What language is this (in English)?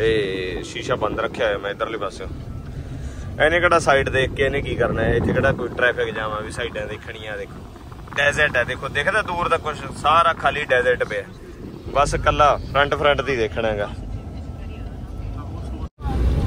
Punjabi